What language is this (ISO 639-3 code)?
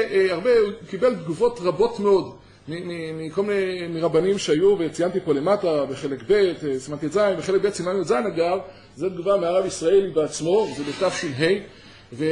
heb